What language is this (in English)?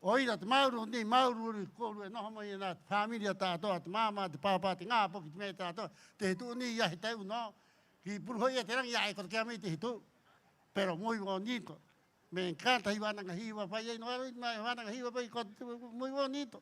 Rapanui